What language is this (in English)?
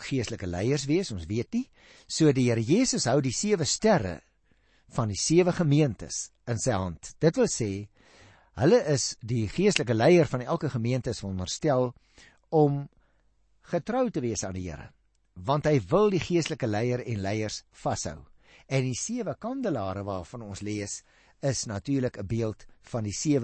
Afrikaans